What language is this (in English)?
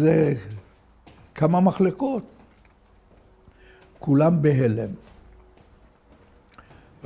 Hebrew